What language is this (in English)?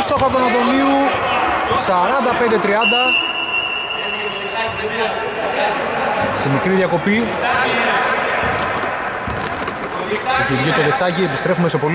Greek